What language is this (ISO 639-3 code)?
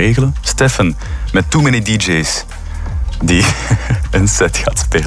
nld